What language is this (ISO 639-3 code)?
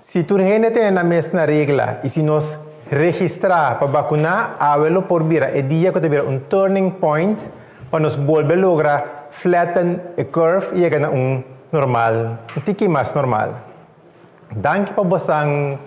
pap